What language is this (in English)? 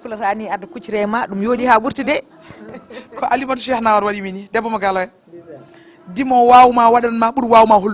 Fula